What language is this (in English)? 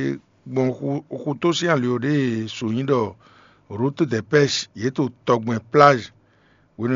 Fon